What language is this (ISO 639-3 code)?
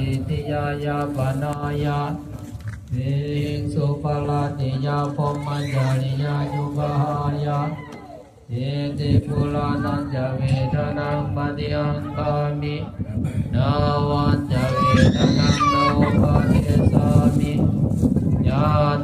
pli